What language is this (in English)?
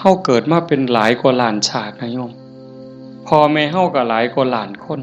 Northeastern Thai